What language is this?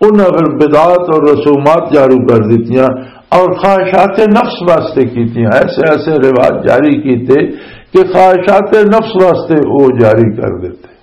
Western Panjabi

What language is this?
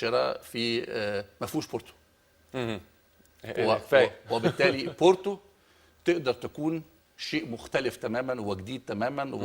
Egyptian Arabic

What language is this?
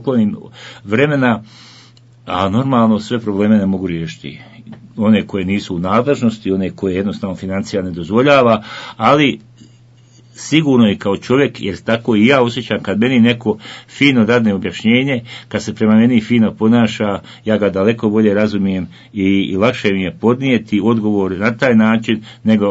Bosnian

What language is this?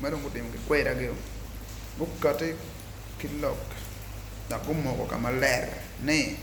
Acoli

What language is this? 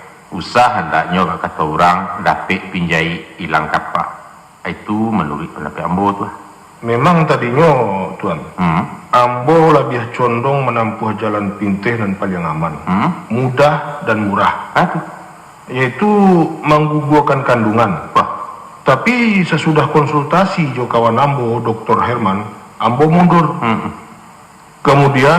Minangkabau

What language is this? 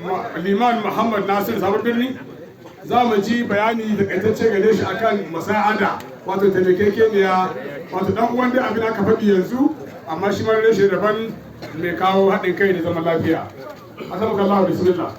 Hausa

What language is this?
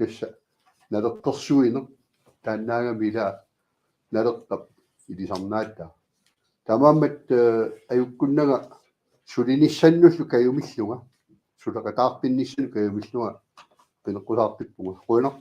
Kalaallisut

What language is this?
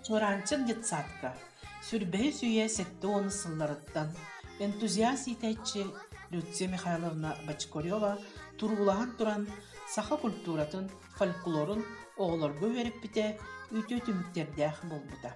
Yakut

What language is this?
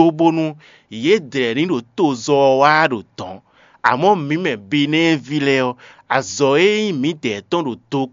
Fon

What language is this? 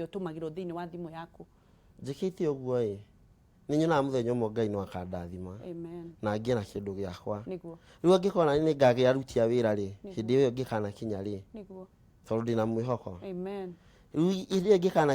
Kikuyu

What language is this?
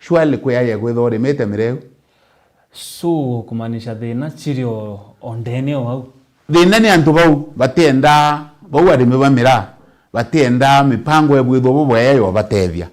Meru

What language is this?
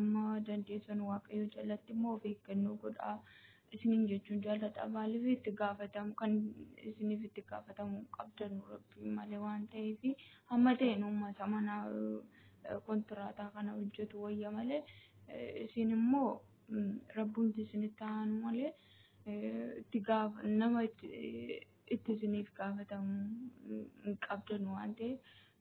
Oromo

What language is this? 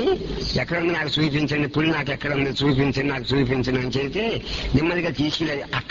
Telugu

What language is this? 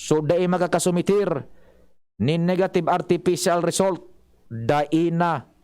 Bikol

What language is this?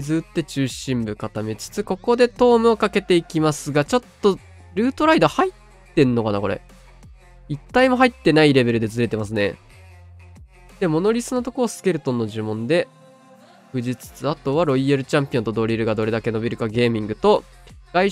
Japanese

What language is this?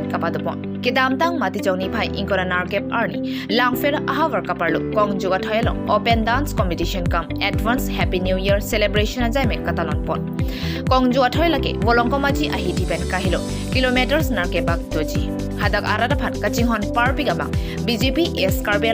Karbi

